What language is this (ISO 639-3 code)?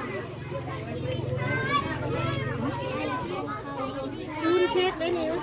tts